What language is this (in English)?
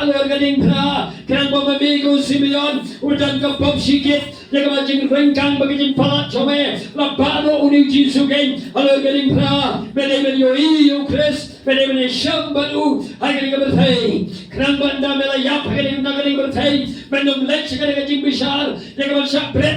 Khasi